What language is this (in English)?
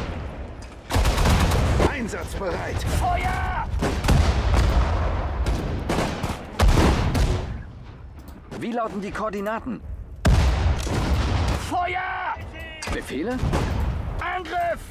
German